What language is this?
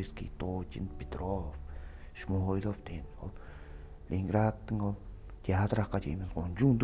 Tuvinian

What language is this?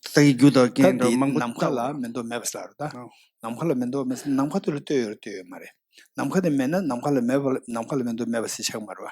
Tibetan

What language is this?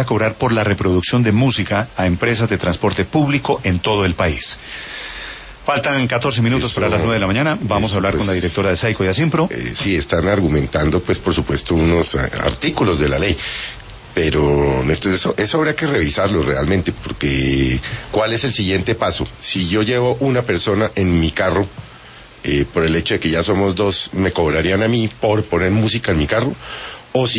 Spanish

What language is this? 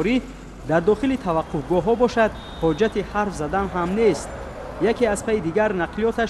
Tajik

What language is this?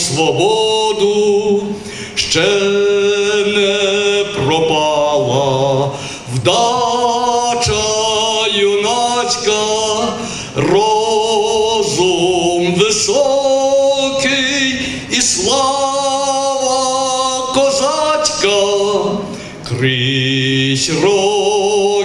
Ukrainian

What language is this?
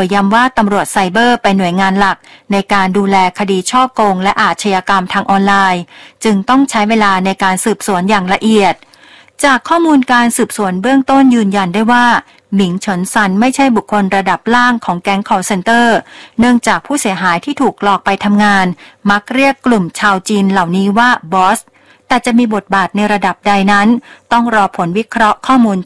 Thai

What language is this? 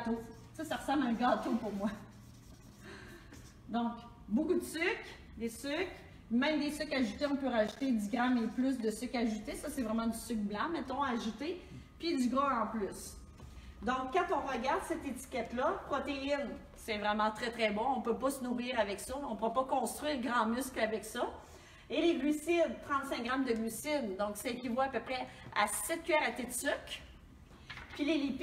French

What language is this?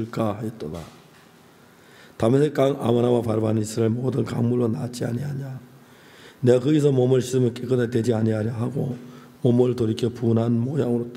Korean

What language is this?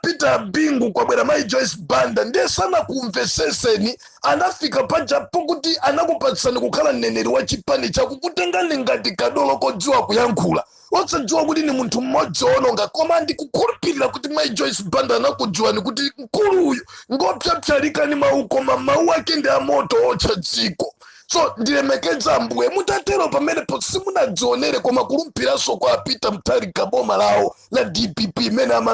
Nyanja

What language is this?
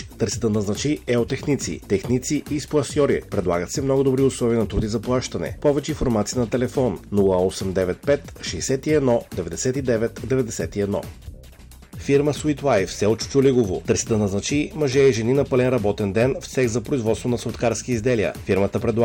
Bulgarian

